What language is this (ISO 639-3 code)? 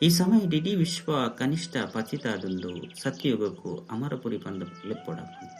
tcy